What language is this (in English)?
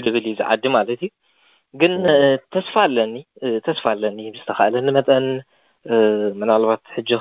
Tigrinya